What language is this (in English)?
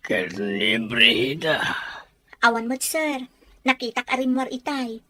Iloko